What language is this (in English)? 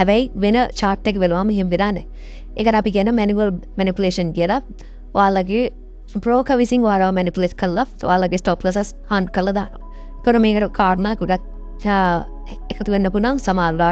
Sinhala